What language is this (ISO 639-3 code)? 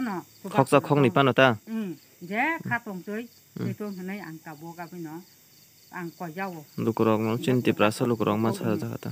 trp